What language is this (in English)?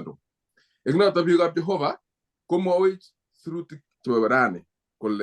Kalenjin